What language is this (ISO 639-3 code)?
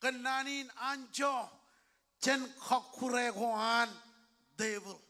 mah